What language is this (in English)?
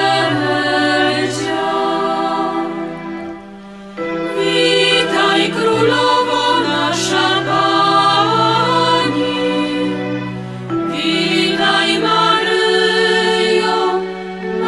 Polish